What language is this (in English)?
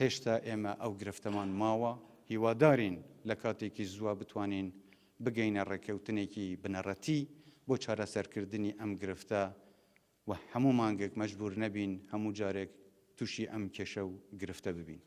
Central Kurdish